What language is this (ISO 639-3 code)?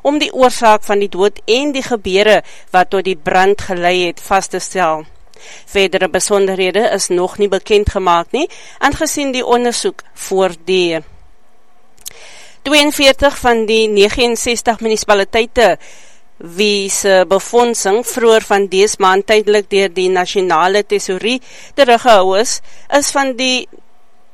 afr